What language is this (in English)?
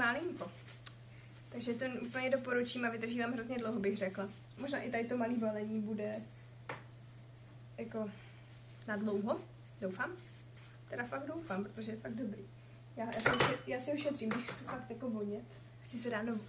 Czech